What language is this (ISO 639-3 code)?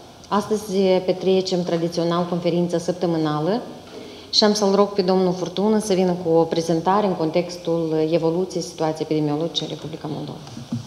ron